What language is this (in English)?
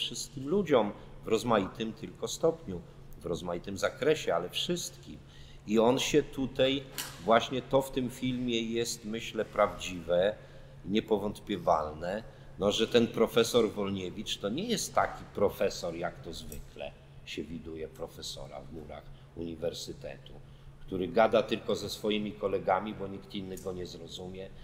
Polish